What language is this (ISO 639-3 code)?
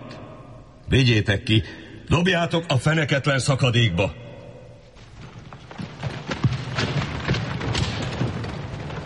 hun